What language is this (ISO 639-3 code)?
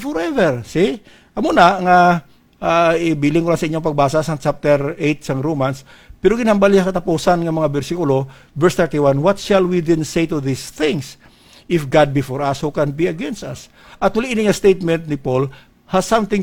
hil